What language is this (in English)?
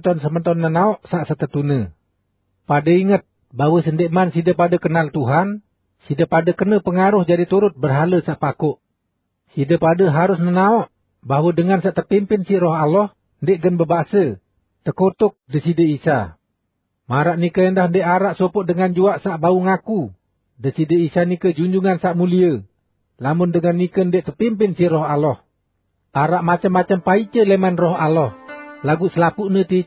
Sasak